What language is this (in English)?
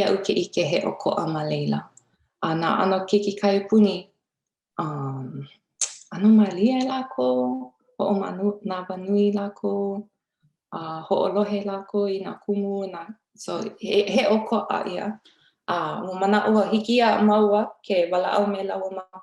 Hawaiian